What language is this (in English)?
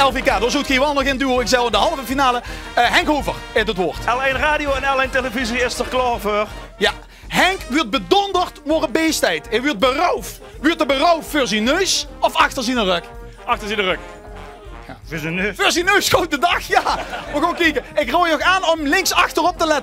Limburgish